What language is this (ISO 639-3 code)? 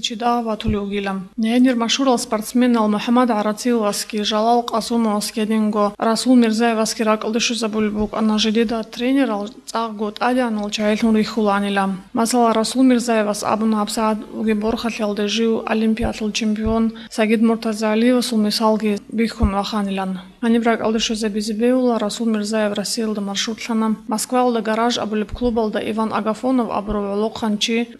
ava